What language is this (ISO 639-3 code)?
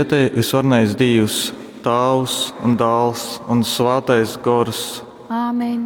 ltg